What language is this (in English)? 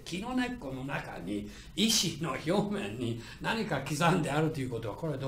Japanese